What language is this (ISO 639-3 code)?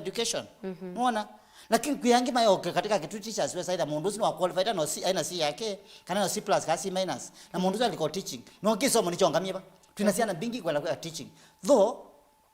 kam